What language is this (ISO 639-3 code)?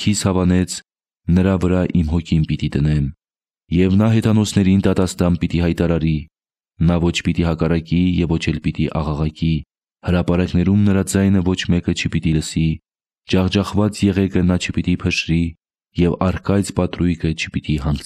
hye